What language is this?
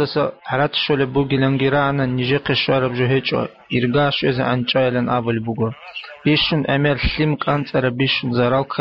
Avaric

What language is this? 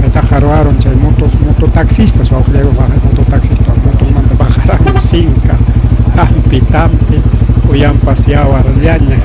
Ayacucho Quechua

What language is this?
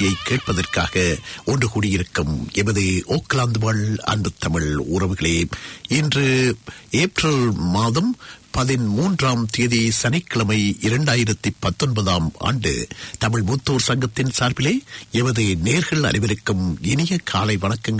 Tamil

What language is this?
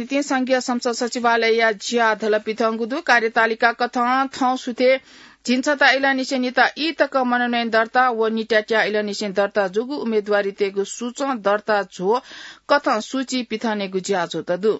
Newari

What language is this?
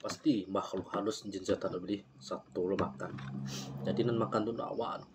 Minangkabau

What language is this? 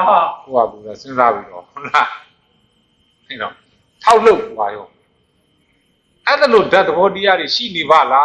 Burmese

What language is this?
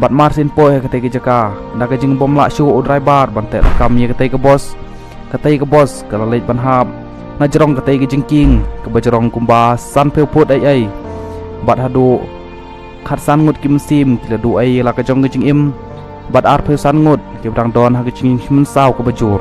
Khasi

